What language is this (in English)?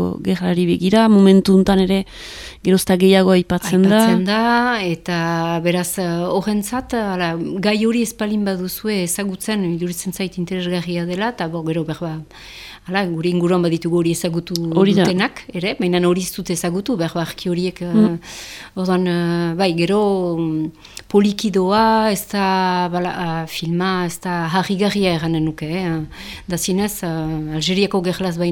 Basque